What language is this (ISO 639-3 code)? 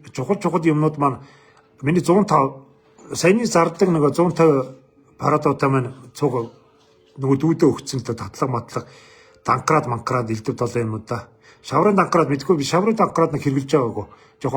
mon